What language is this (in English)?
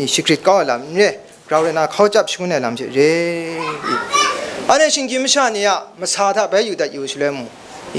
Kachin